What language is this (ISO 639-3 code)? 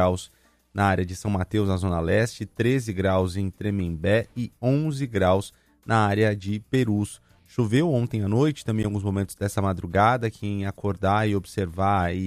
por